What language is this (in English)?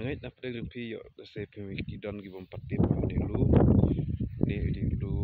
Khasi